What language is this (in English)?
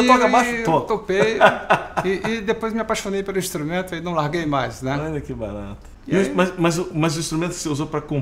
Portuguese